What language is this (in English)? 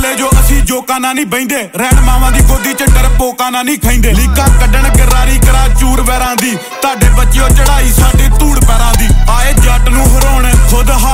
Punjabi